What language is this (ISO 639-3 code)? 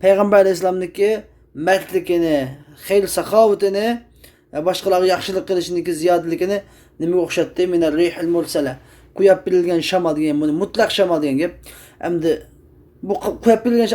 uig